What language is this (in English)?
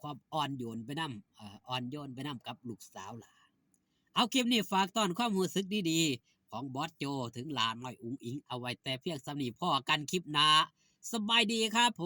Northeastern Thai